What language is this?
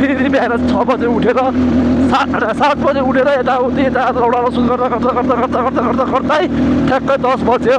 Nepali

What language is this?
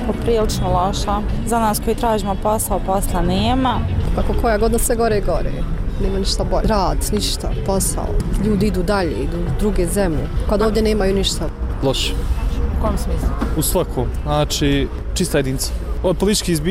Serbian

